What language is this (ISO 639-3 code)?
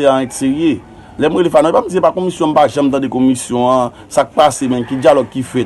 hat